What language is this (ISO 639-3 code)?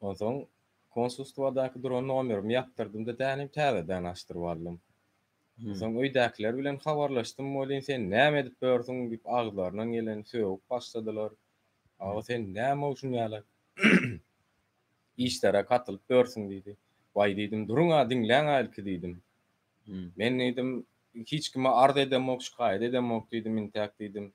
tuk